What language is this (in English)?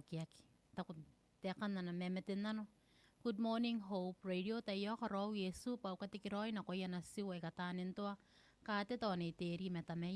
Gilbertese